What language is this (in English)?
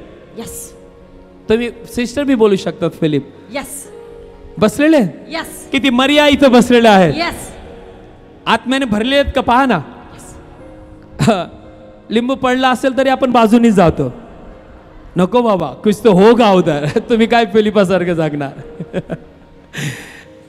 Marathi